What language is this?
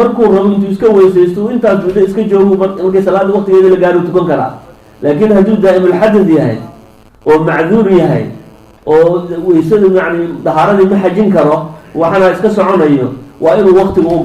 Somali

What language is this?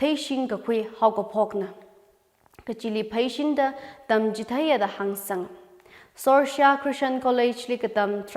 Tangkhul Naga (India)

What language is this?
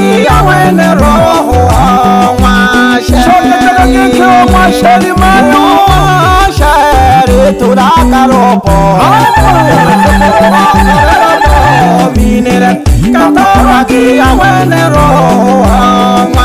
Swahili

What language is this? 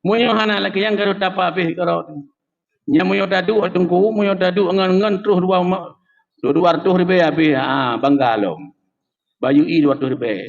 Achinese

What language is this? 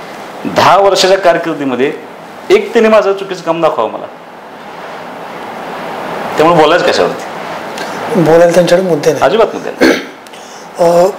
Marathi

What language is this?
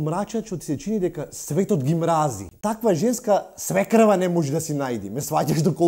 Macedonian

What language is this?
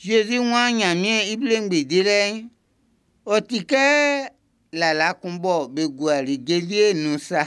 Baoulé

